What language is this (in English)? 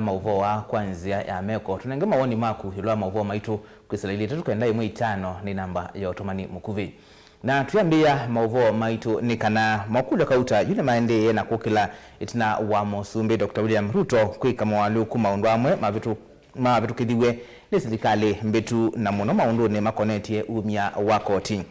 Kamba